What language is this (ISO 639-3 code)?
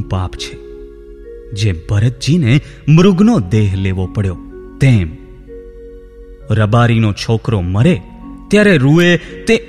guj